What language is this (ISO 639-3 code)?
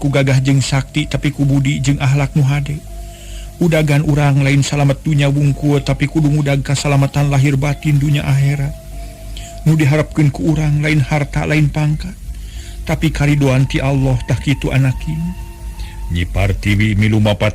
sun